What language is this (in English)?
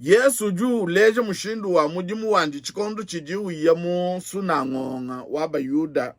Luba-Lulua